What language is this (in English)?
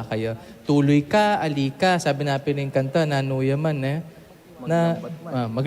Pampanga